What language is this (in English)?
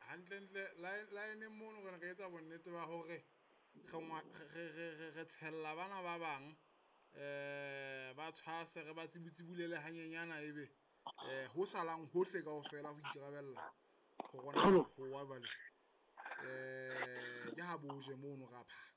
Southern Sotho